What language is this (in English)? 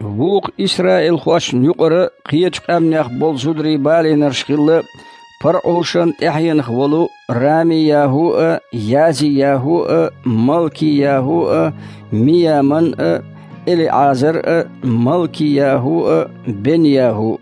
Chechen